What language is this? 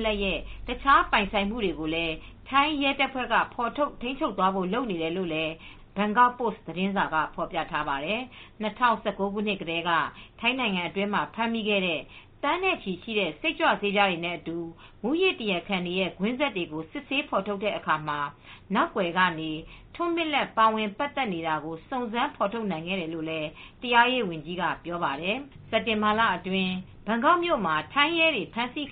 Burmese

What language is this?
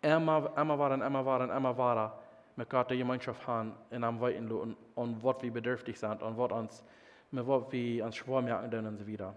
Plautdietsch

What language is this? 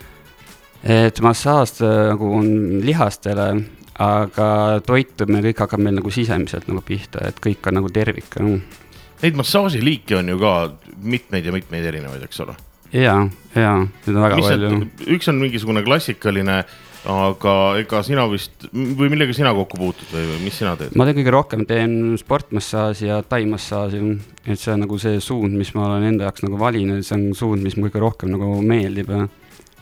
Estonian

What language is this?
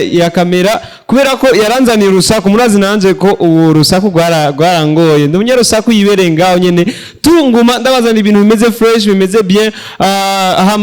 Rundi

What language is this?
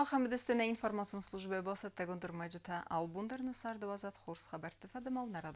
Ossetic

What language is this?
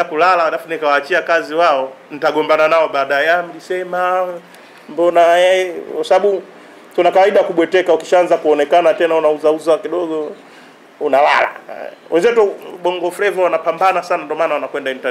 Swahili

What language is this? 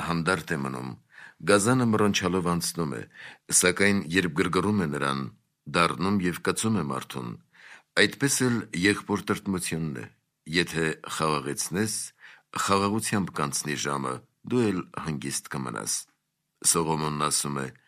Armenian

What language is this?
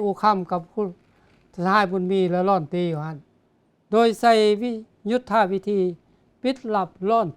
Lao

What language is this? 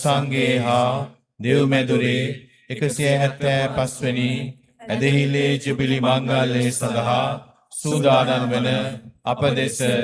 Sinhala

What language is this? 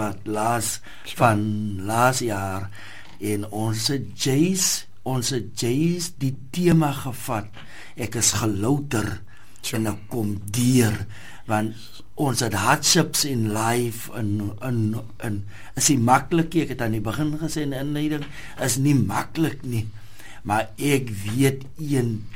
Afrikaans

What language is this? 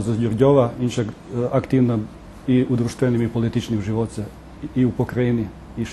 Rusyn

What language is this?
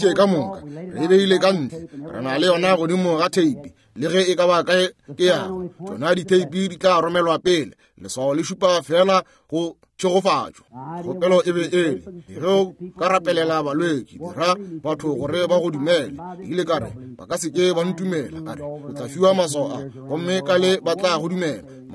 Northern Sotho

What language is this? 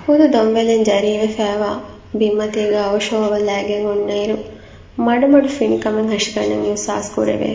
Divehi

